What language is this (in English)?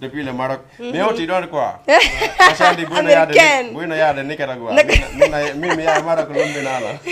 Fula